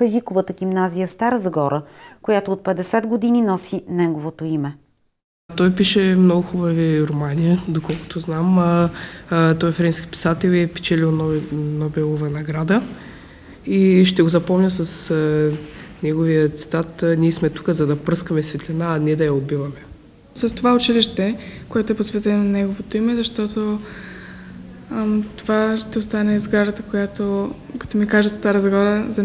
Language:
Bulgarian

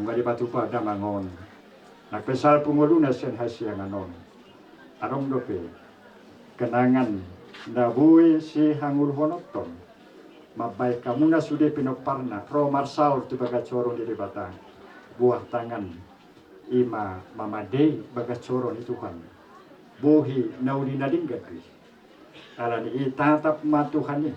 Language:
Batak Toba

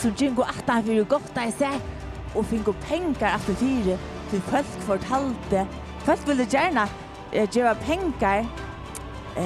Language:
Faroese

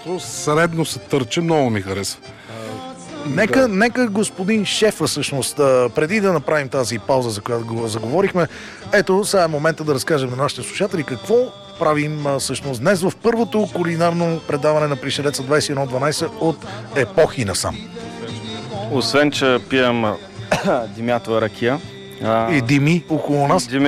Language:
Bulgarian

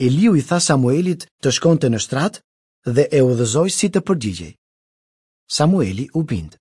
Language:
Albanian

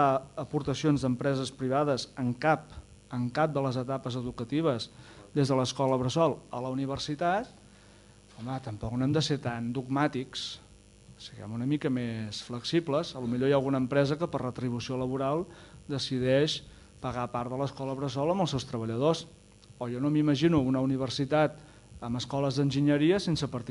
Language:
Catalan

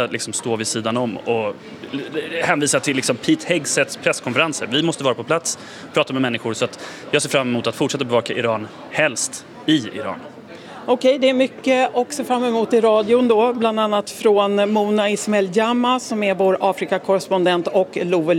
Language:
Swedish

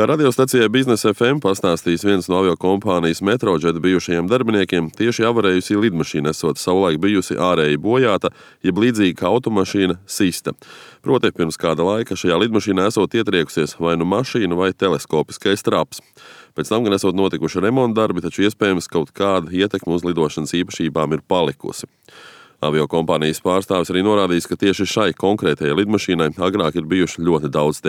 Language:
Latvian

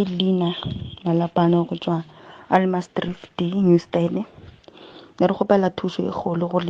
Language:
Northern Sotho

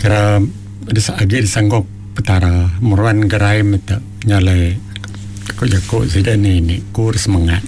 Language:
Iban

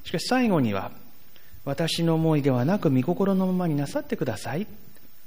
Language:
Japanese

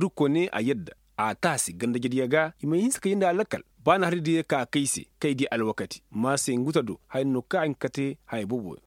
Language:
Koyraboro Senni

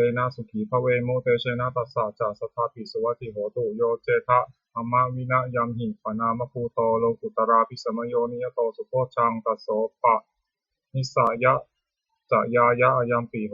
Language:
Pali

